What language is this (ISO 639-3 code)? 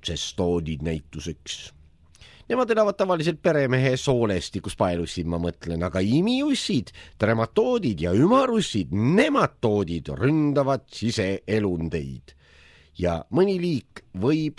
est